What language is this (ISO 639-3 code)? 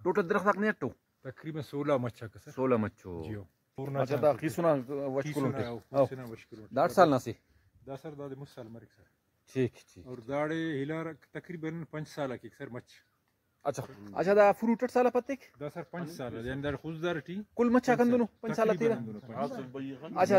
brh